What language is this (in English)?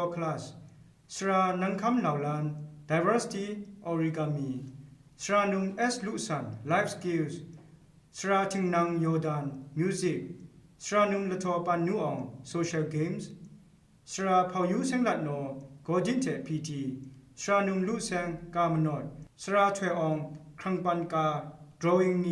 Kachin